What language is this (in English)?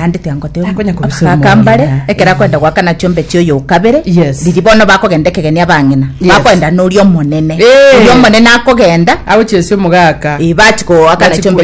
Gusii